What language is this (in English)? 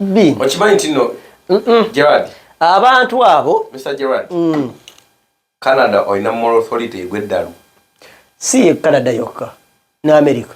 Ganda